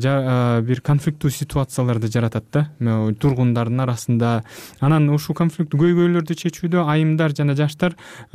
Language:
Kyrgyz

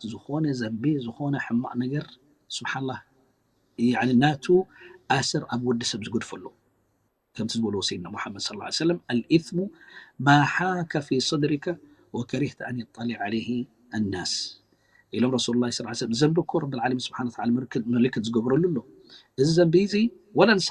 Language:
Tigrinya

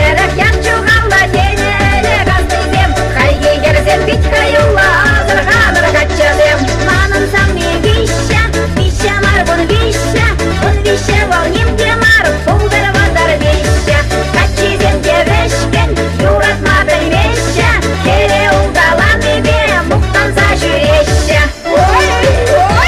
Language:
Chuvash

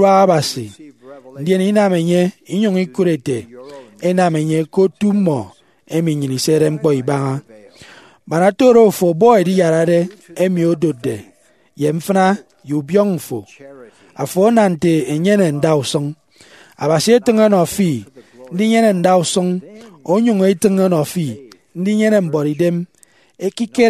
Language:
Efik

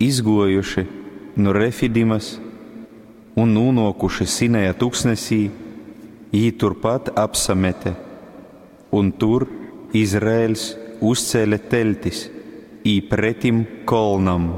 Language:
Latgalian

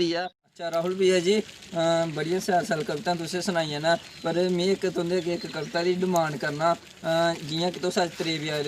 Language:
Dogri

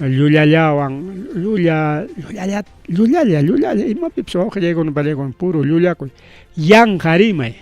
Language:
Ayacucho Quechua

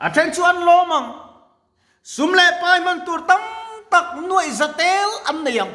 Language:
Mizo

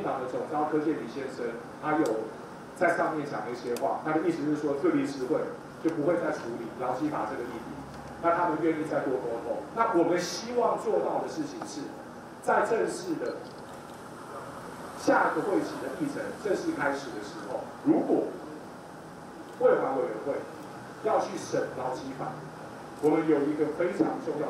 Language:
Chinese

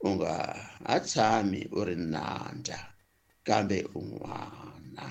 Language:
Tsonga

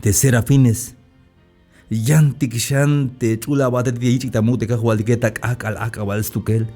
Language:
Tzeltal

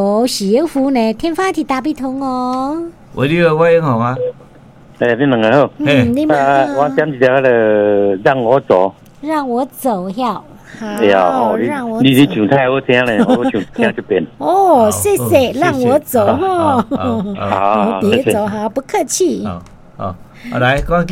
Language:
Min Nan Chinese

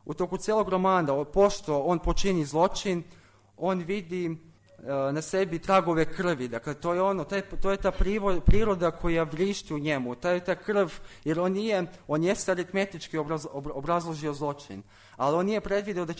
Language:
Serbian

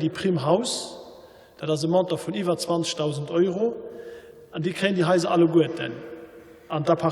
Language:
Luxembourgish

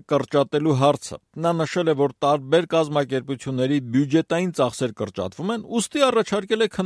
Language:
Armenian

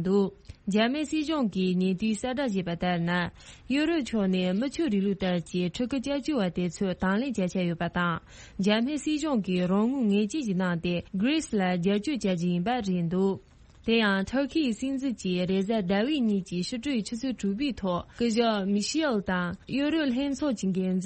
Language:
Tibetan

